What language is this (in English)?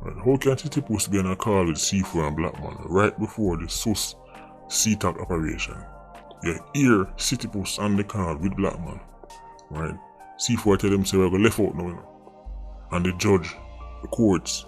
Jamaican Creole English